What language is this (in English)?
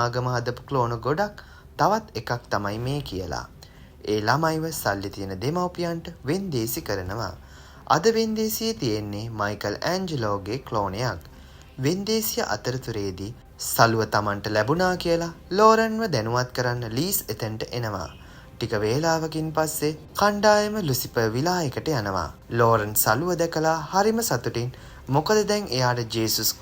Sinhala